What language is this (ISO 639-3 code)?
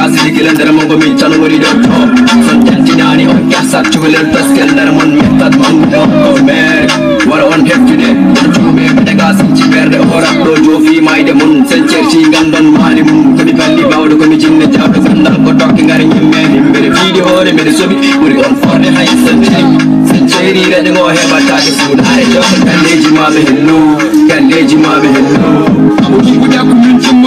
fuf